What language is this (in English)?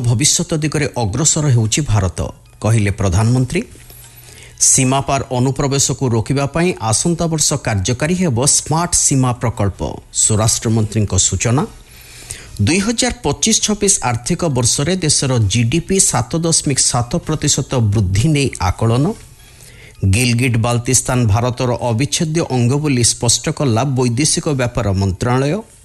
Odia